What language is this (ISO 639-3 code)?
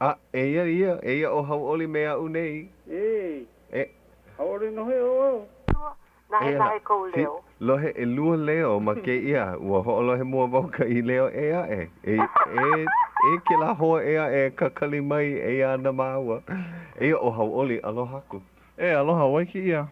haw